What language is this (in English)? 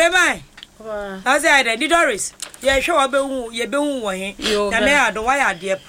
Akan